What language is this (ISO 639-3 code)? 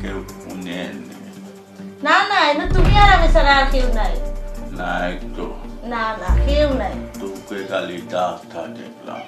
syl